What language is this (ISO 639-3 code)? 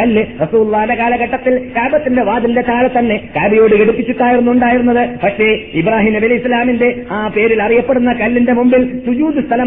mal